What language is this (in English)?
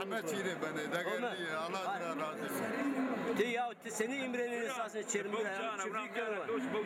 Zaza